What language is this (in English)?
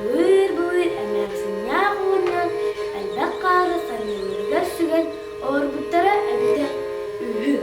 Yakut